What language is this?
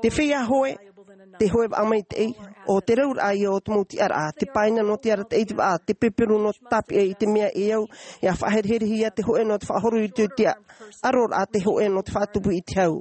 Tahitian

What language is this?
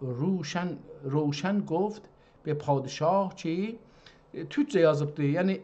South Azerbaijani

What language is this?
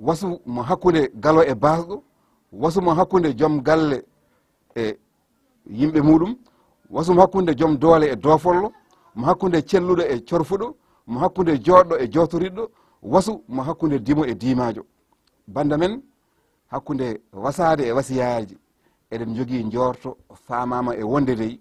Fula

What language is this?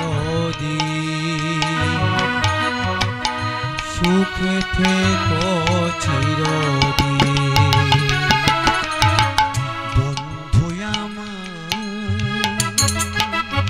Bangla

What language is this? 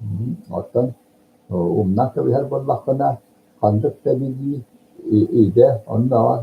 Yakut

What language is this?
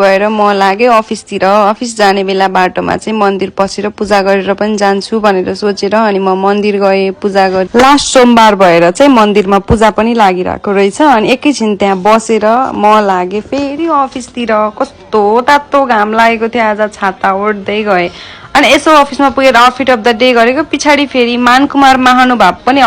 Nepali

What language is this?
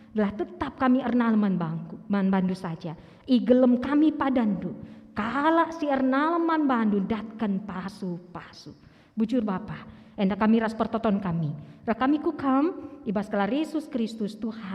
Batak Karo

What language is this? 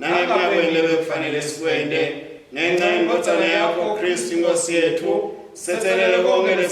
Swati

